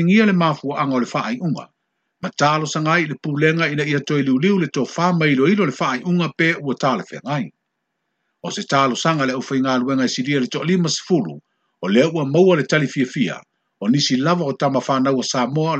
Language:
Samoan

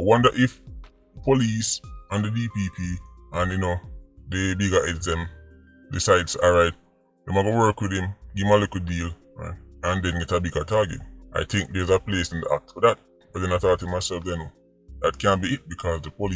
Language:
Jamaican Creole English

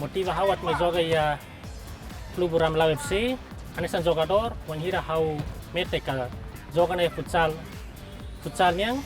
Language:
Tetum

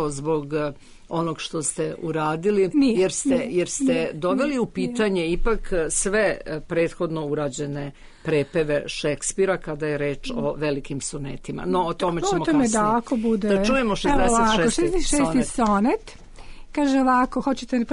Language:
Serbian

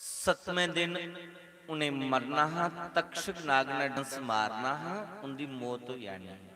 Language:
Dogri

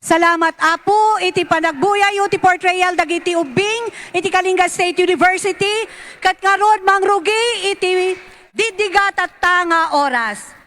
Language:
Iloko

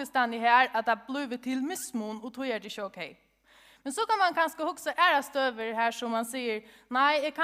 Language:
Faroese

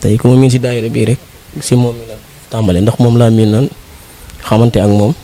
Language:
Wolof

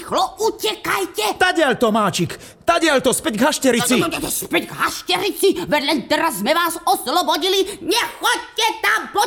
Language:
Slovak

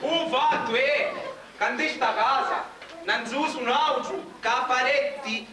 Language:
Sicilian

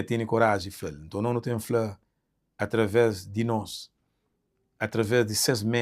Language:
Kabuverdianu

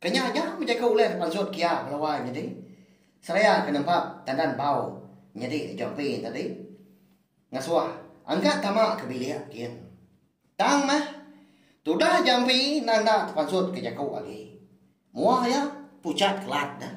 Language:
Iban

